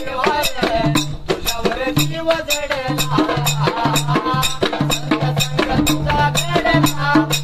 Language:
Marathi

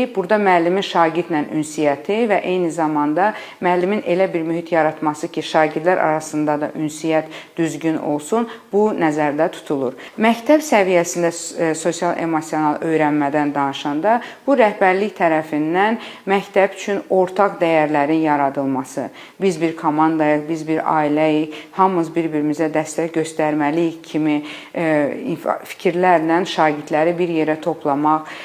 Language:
Azerbaijani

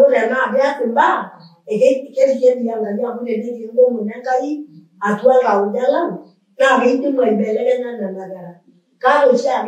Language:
Masai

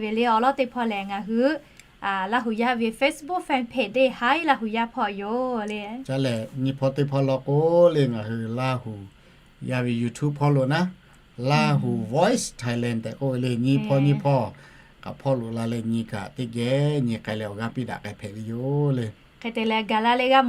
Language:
Lahu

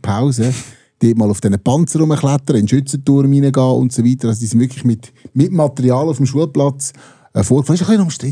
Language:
Swiss German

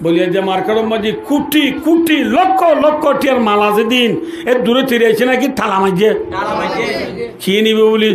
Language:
Rohingya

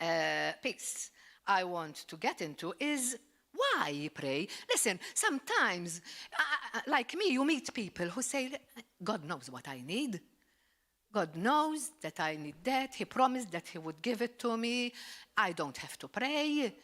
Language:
English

